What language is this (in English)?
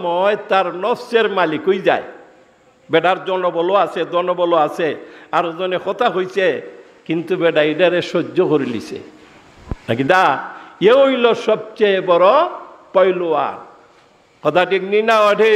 Sylheti